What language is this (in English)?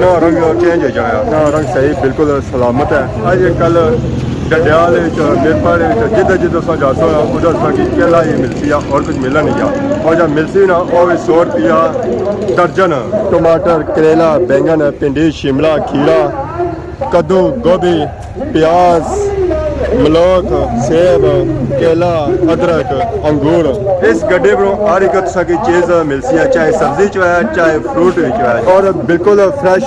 Pahari-Potwari